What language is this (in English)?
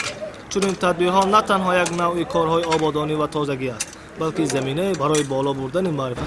Tajik